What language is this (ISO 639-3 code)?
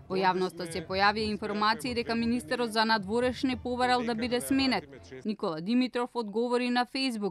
mkd